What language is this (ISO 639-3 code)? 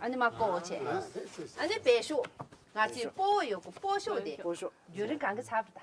bod